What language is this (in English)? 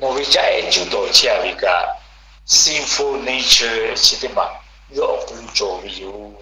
Lahu